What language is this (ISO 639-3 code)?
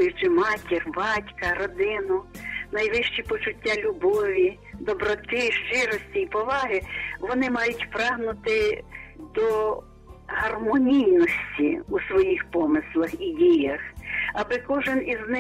ukr